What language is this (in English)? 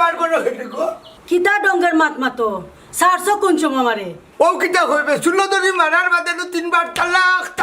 Sylheti